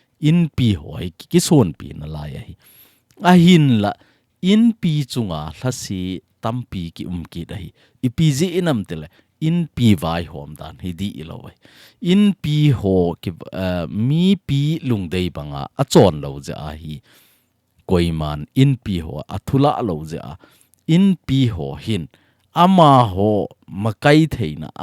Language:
Thado Chin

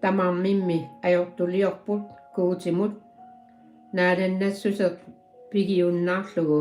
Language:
Kalaallisut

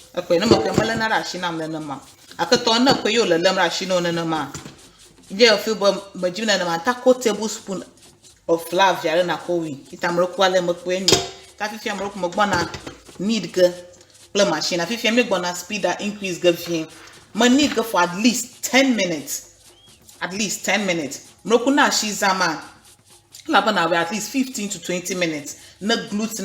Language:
Ewe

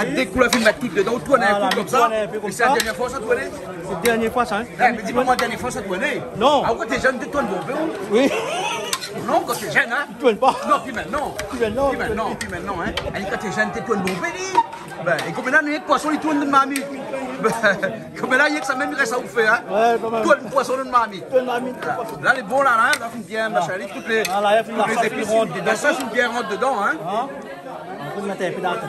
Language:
Réunion Creole French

